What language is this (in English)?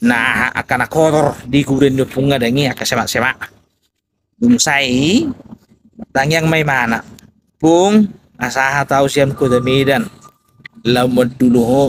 Batak Toba